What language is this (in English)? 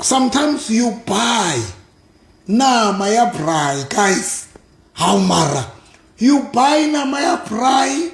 Southern Sotho